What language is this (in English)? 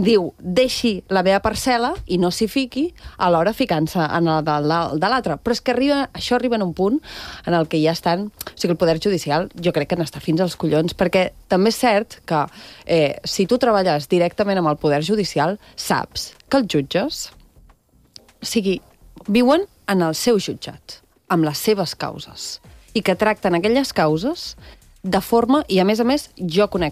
Catalan